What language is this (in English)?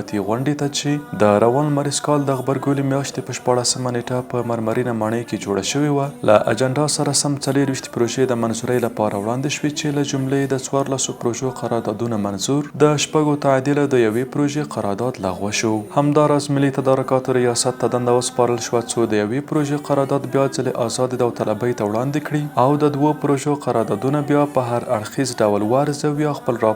Pashto